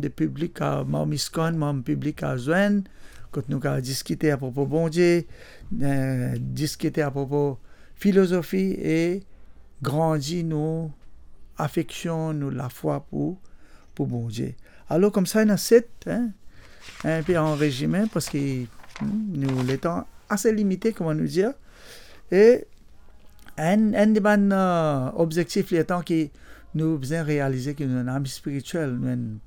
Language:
Morisyen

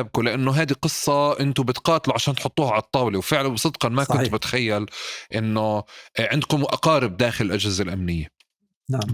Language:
North Levantine Arabic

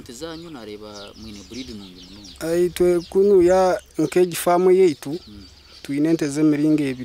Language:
Nyankole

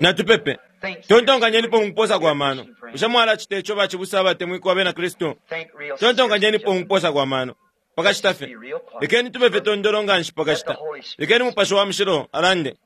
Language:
Bemba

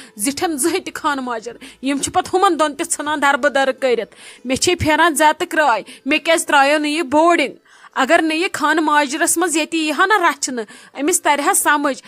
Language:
Kashmiri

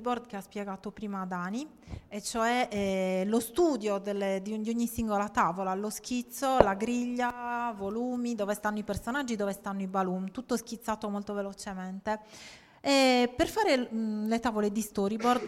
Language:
Italian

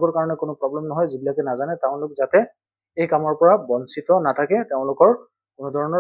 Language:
Assamese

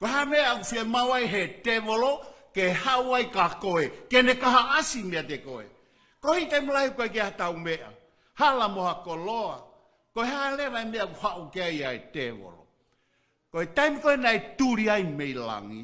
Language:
Tongan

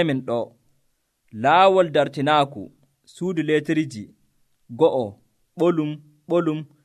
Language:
Nigerian Fulfulde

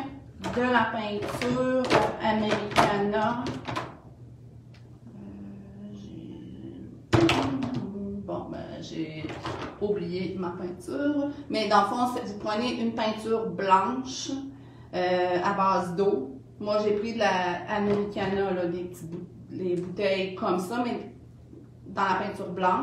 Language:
French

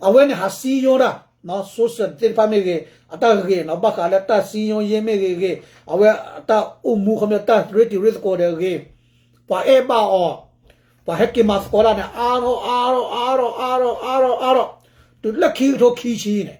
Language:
S'gaw Karen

